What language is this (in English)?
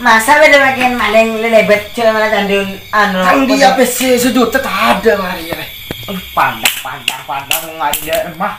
Madurese